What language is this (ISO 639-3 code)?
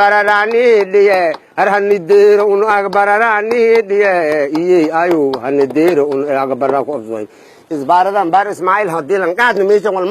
som